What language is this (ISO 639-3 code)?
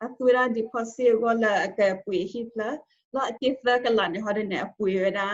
ksw